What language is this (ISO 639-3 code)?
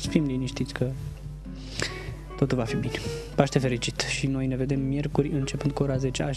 ron